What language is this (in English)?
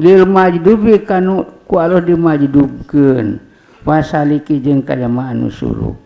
Sundanese